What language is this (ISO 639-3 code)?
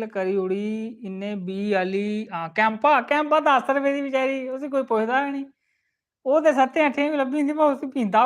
doi